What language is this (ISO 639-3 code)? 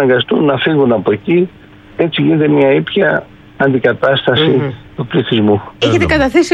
ell